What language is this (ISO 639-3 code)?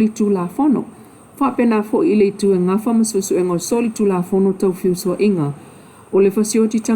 smo